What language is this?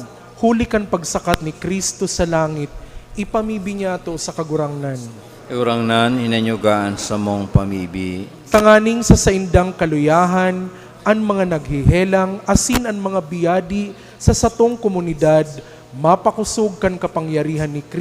Bikol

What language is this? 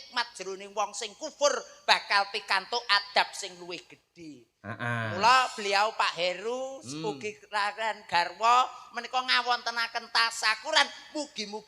Javanese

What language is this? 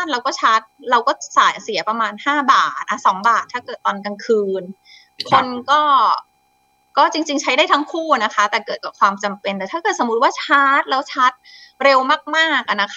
Thai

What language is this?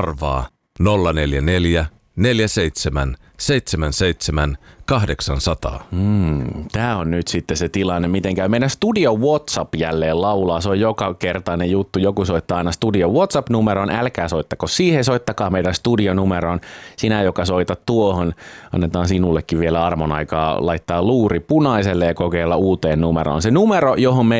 Finnish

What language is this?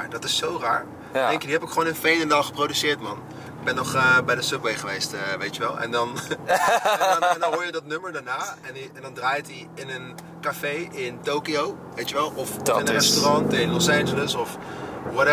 Dutch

